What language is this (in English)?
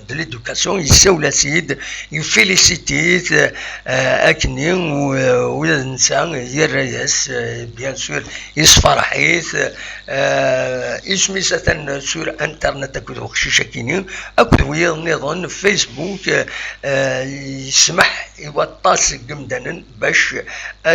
Kabyle